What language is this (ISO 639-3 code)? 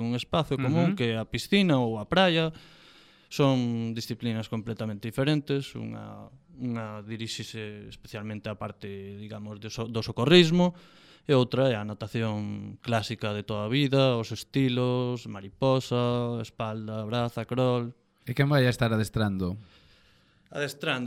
glg